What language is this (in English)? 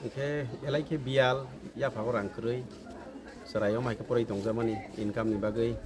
Kok Borok